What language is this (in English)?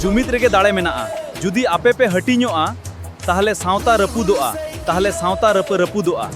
Santali